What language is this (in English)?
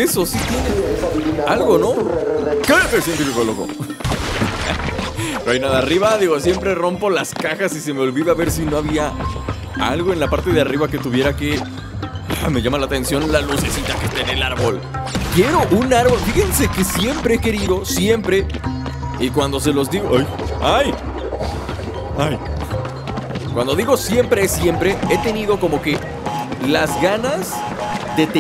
Spanish